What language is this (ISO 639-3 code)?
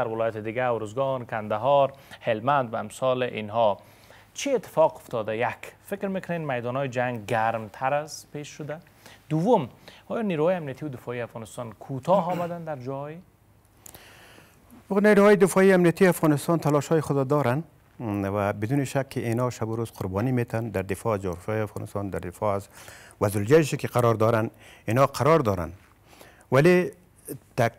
fas